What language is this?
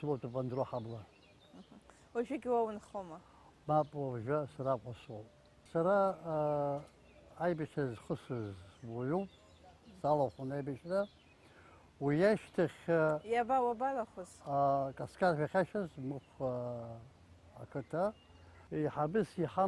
Abkhazian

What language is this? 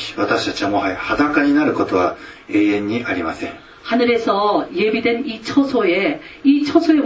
Korean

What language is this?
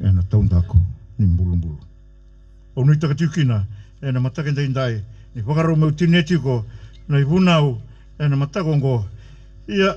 Fijian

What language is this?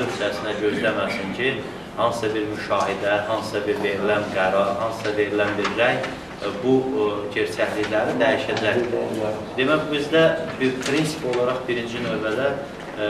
Azerbaijani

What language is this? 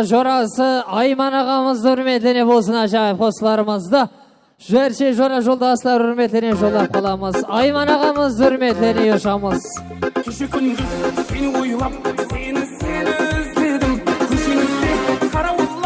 Kara-Kalpak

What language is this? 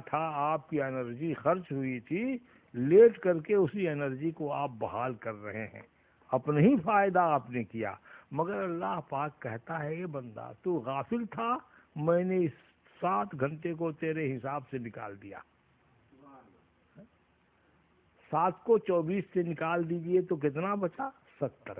Urdu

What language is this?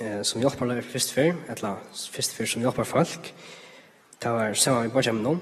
Faroese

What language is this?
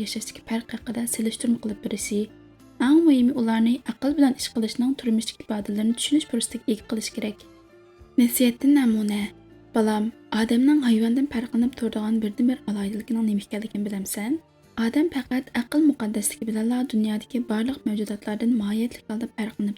Uyghur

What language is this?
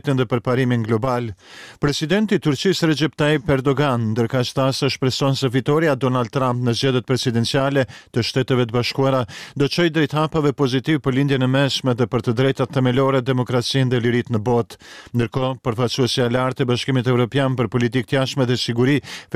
Albanian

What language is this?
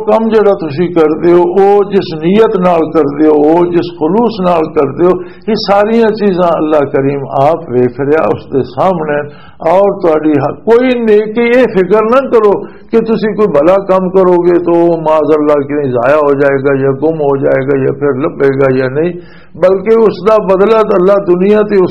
Western Panjabi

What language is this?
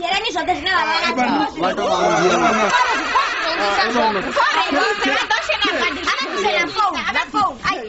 Venda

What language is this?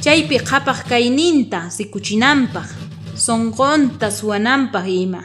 South Bolivian Quechua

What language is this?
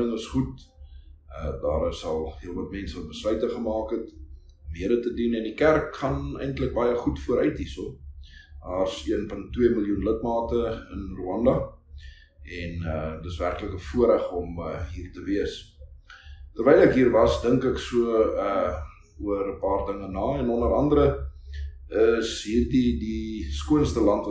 Afrikaans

